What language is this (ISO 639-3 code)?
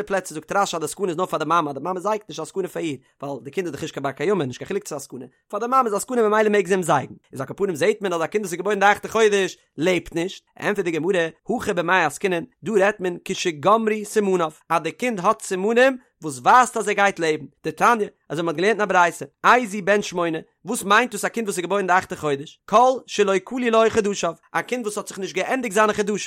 yid